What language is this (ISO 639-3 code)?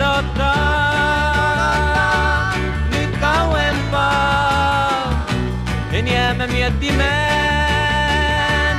fin